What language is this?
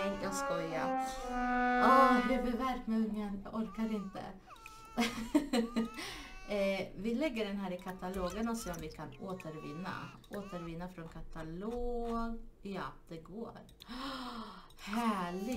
Swedish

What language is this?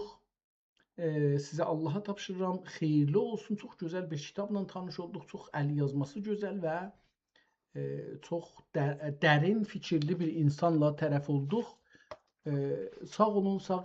South Azerbaijani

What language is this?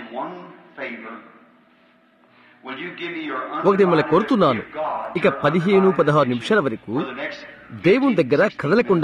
Telugu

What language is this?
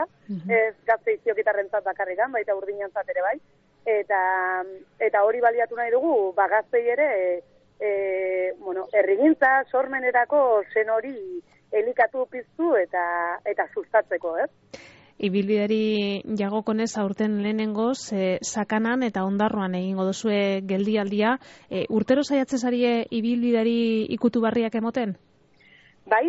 Basque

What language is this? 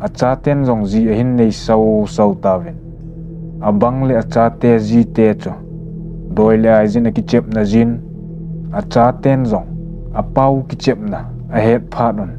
Thado Chin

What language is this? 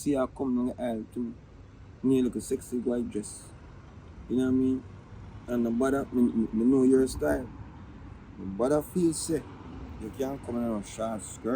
Jamaican Creole English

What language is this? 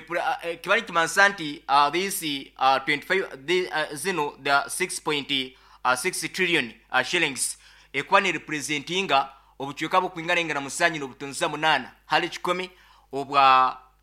Nyoro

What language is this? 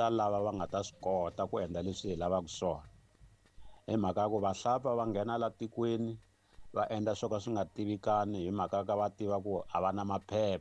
Tsonga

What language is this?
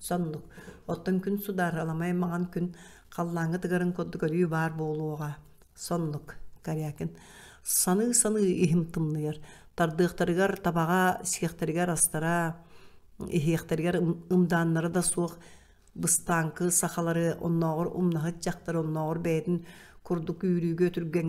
Yakut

